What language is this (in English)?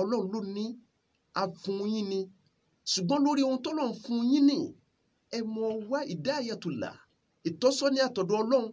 Yoruba